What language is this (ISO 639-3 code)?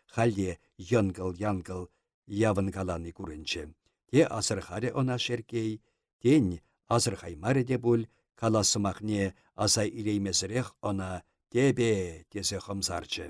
chv